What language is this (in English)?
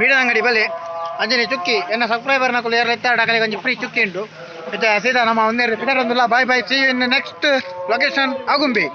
Tulu